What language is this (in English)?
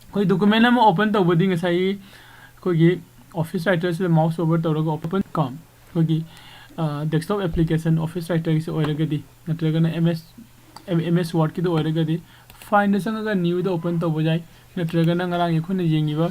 Manipuri